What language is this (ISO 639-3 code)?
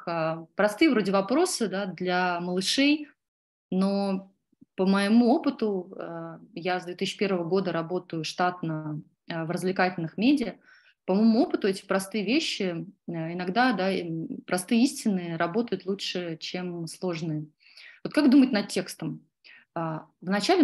rus